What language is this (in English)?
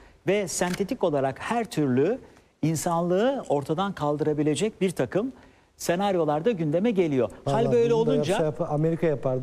Turkish